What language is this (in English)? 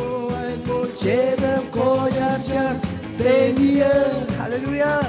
Marshallese